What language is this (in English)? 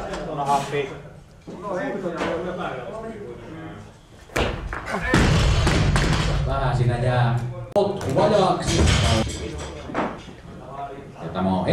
Finnish